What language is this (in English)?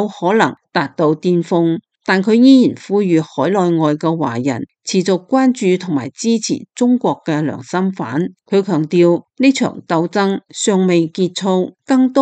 Cantonese